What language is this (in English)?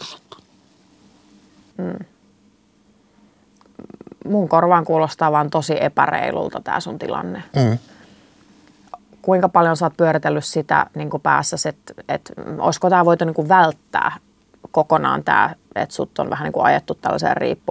Finnish